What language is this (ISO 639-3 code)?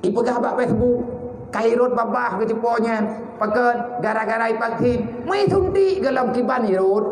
ace